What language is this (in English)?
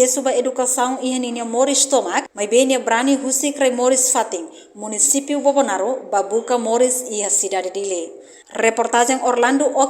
Tetum